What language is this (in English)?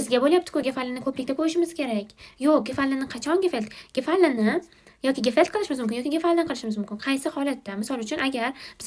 Uzbek